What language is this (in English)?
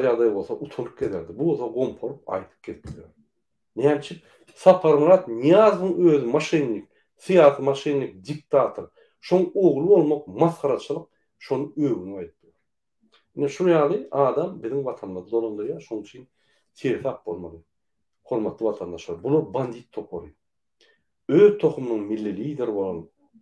Turkmen